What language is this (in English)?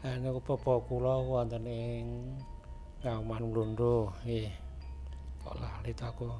Javanese